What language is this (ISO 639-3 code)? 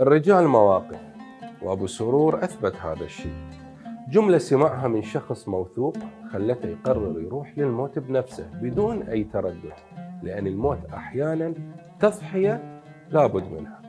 acm